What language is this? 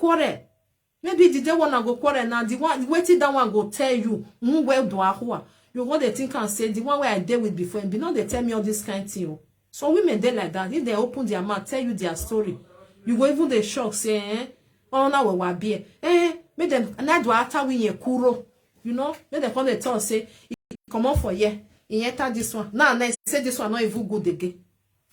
Nigerian Pidgin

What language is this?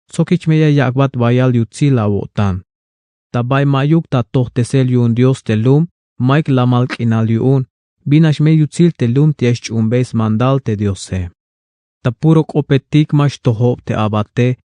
Tzeltal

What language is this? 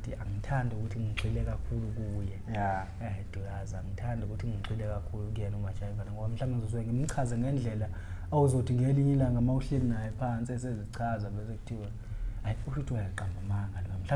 Zulu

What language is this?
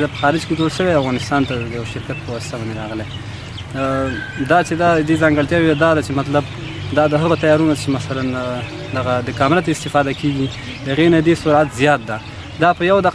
Pashto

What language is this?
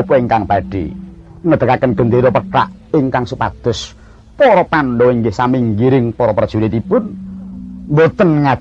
Javanese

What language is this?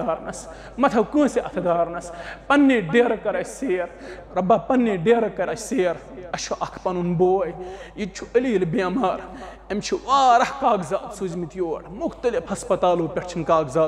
Kashmiri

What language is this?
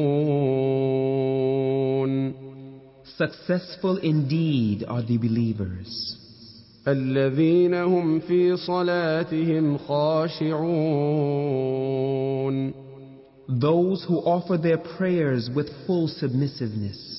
Arabic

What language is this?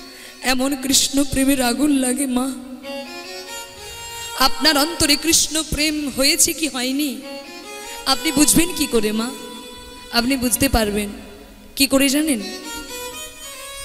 Bangla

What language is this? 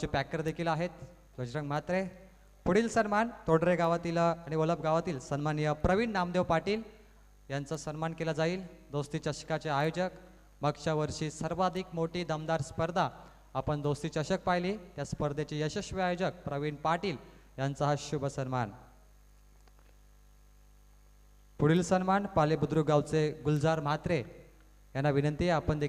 Marathi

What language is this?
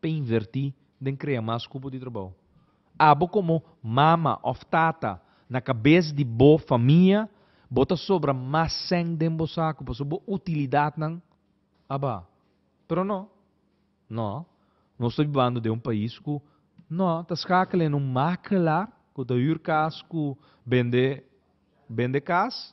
Papiamento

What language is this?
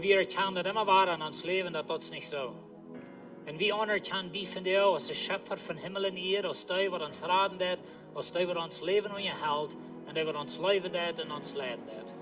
Plautdietsch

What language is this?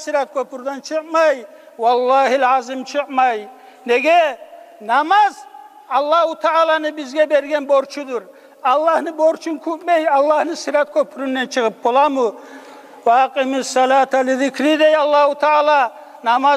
Kumyk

